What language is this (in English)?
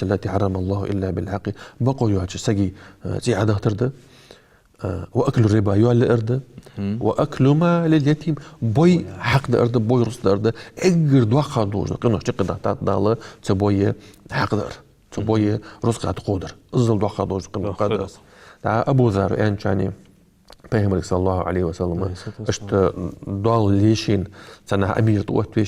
Ingush